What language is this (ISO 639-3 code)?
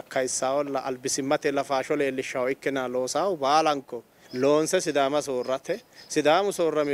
sid